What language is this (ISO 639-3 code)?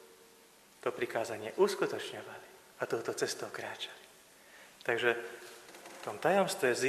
slk